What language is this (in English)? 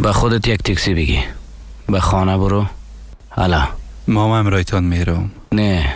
Persian